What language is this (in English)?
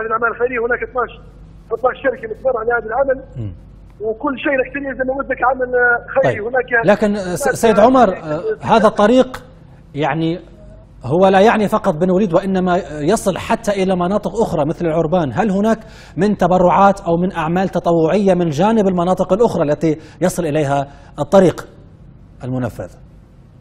Libyan Arabic